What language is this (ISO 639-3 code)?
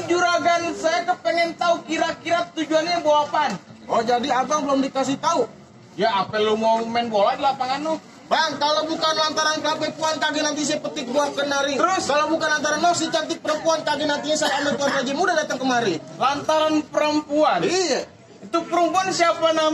bew